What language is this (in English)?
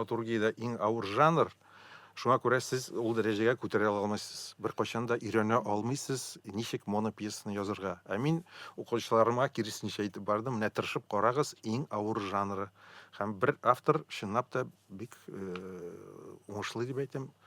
Tatar